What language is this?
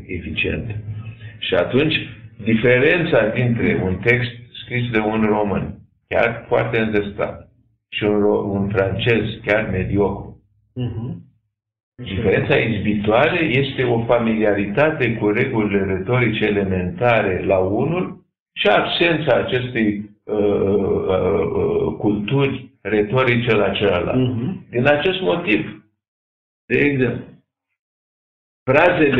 Romanian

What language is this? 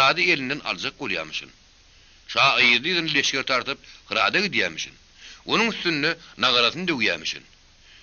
Turkmen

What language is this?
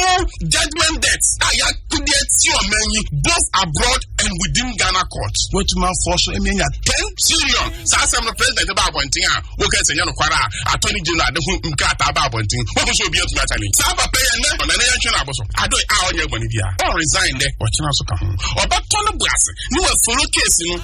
Akan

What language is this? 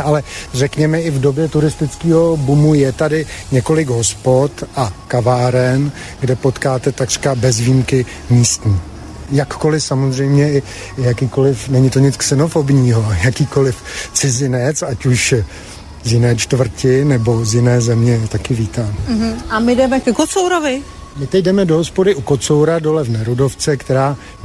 Czech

